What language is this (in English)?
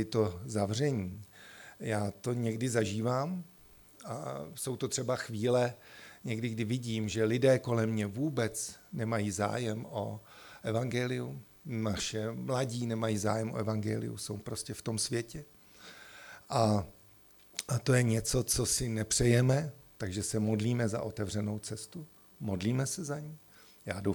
Czech